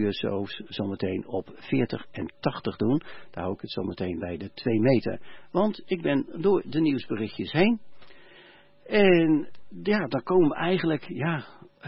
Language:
Dutch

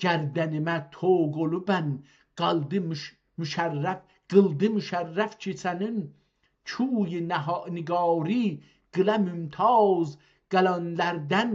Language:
South Azerbaijani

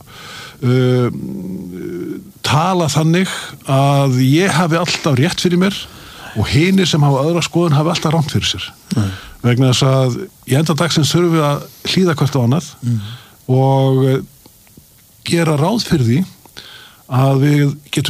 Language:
Icelandic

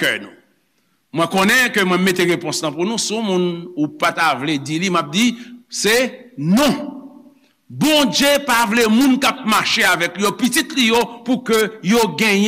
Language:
Haitian Creole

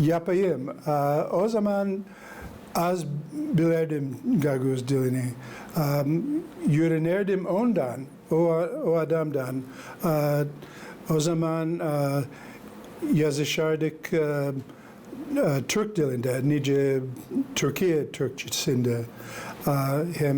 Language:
Gagauz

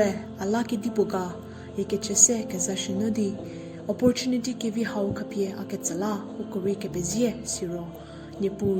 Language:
Angami Naga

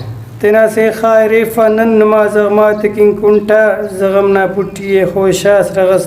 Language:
Brahui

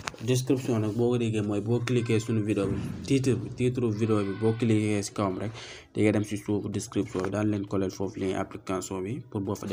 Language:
Wolof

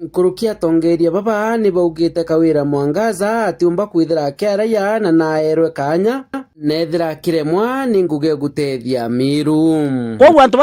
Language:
Meru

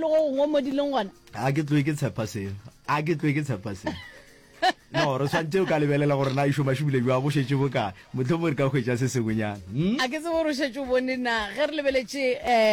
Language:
Northern Sotho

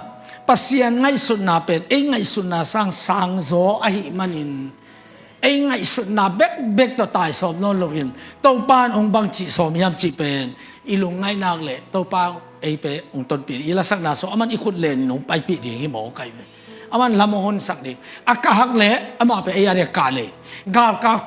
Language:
Tedim Chin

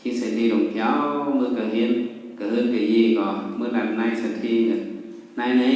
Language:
Shan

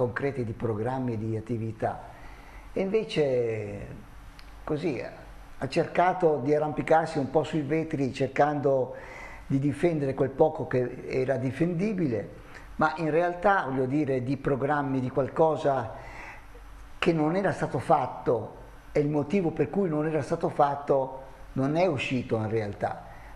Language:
Italian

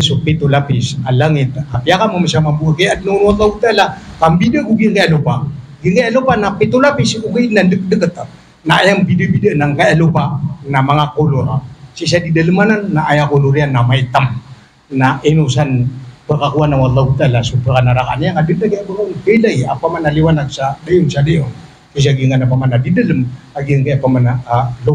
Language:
Maranao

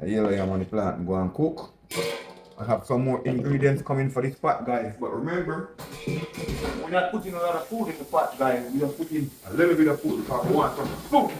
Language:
Jamaican Creole English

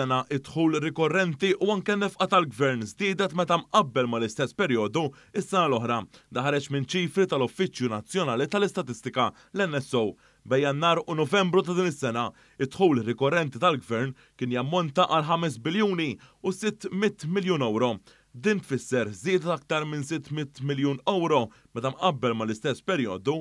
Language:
Maltese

